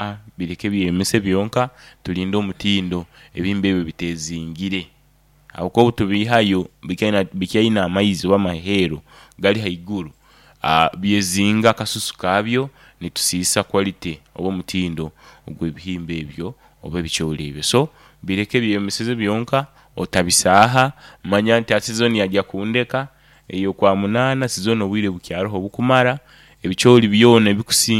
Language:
Nyoro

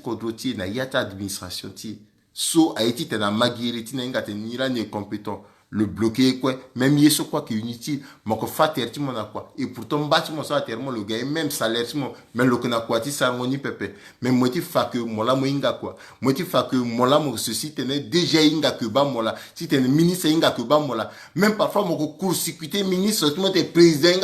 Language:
Sango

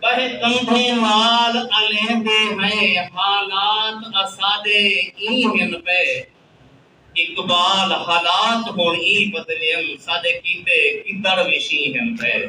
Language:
Saraiki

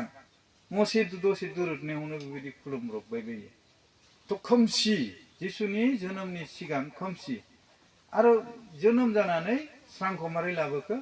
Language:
Bodo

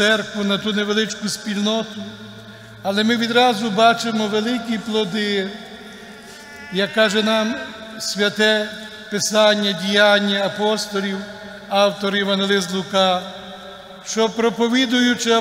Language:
Ukrainian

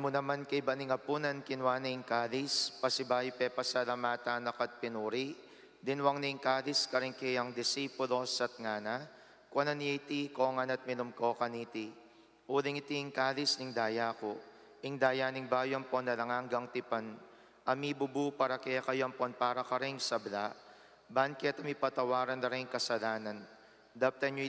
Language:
Pampanga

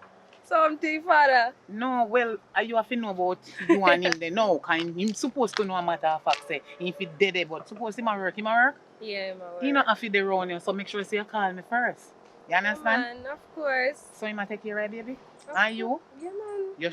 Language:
Jamaican Creole English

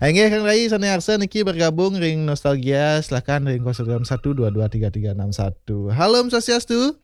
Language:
Balinese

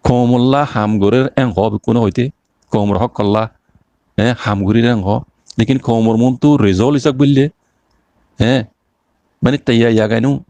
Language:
Rohingya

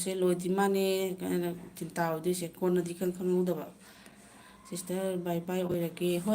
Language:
Manipuri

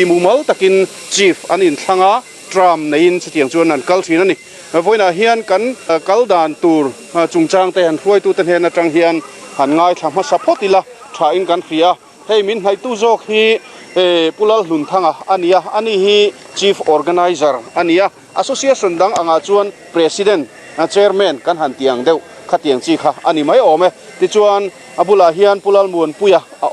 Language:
Mizo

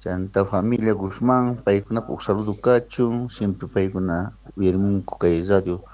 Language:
South Bolivian Quechua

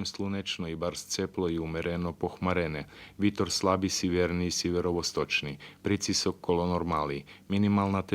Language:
Rusyn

